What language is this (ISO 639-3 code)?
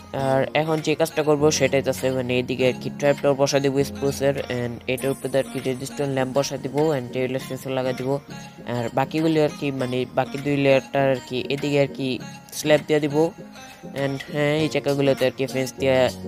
ben